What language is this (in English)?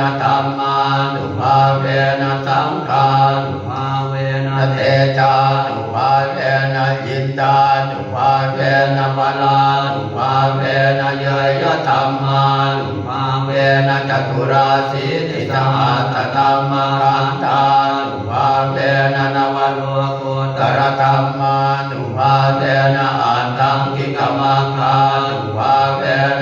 Pali